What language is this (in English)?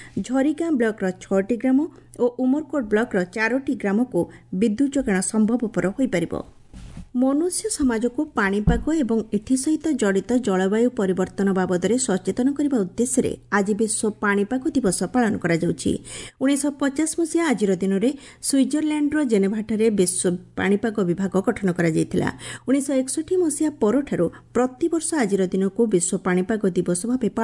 Odia